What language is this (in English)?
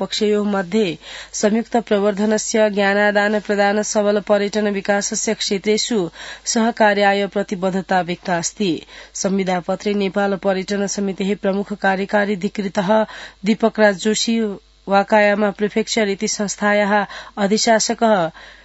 Sanskrit